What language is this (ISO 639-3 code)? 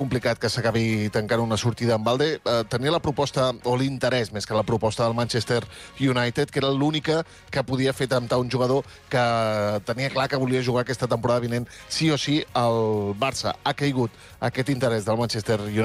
cat